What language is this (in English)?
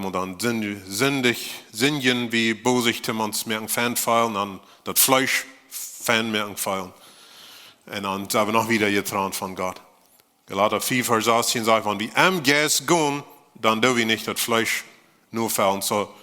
Plautdietsch